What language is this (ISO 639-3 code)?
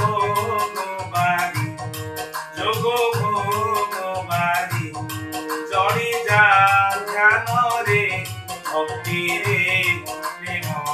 ori